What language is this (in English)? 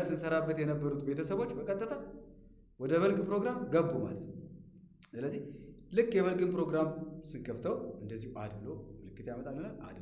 Amharic